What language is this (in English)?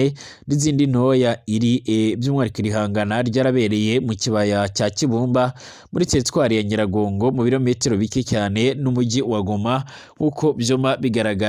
Rundi